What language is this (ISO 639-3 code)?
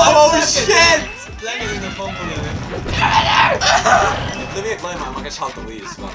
fao